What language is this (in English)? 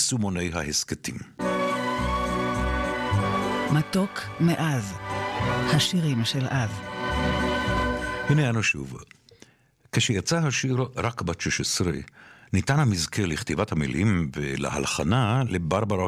Hebrew